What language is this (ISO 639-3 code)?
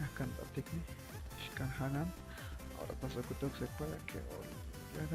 cac